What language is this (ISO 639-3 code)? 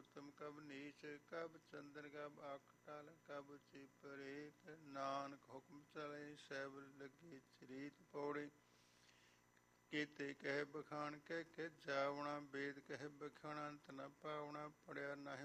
pan